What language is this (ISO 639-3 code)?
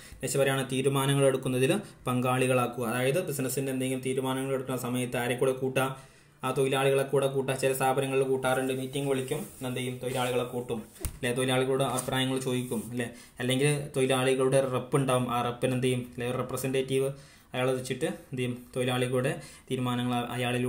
mal